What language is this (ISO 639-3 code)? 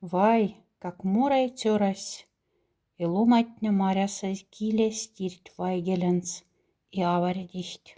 mdf